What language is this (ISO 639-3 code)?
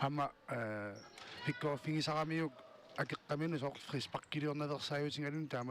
kal